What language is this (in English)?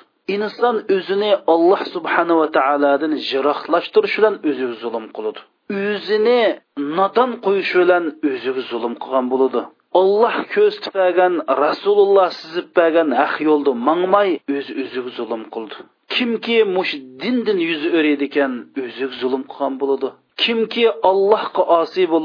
Uyghur